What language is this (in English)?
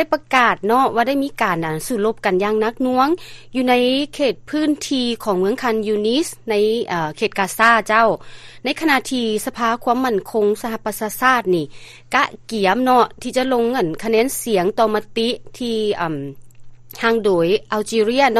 Lao